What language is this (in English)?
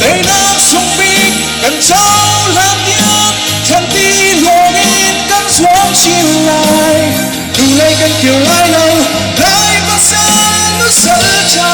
Hakha Chin